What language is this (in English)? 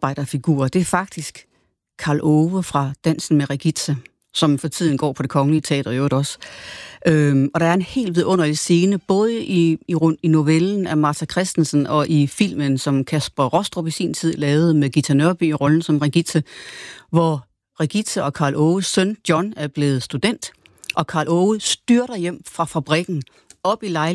Danish